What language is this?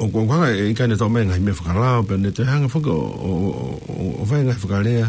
Tongan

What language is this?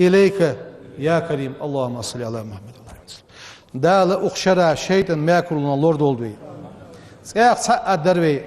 Ingush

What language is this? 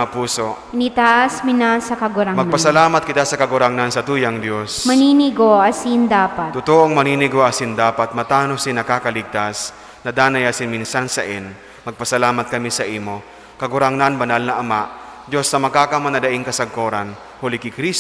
Bikol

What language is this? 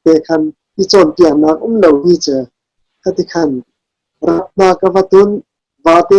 Hakha Chin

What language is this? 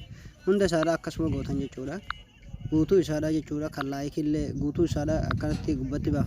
Oromo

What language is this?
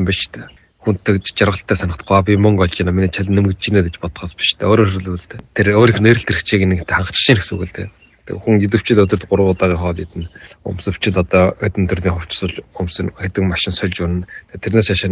Mongolian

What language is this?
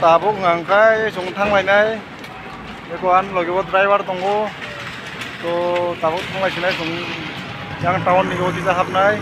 Kok Borok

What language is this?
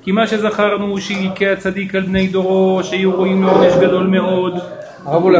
Hebrew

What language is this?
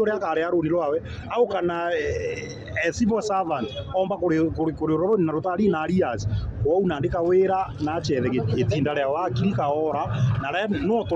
Meru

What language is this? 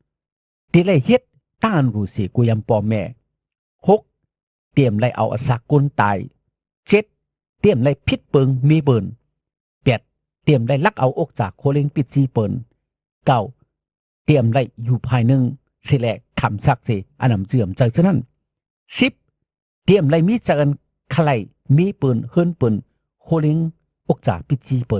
Shan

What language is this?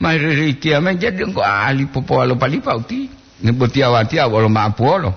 Gorontalo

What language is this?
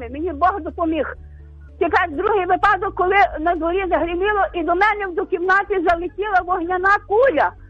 Ukrainian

